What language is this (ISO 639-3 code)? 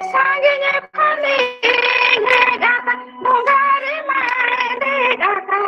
sat